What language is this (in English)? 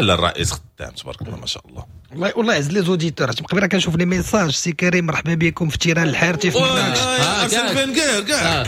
Moroccan Arabic